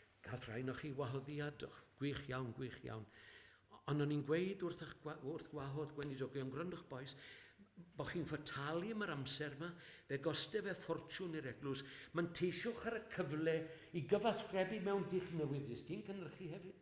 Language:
Welsh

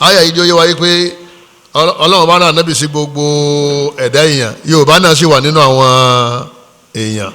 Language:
Yoruba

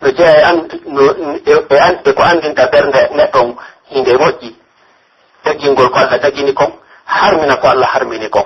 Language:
Pular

